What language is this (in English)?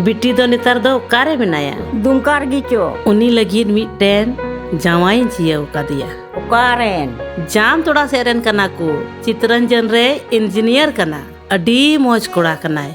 Santali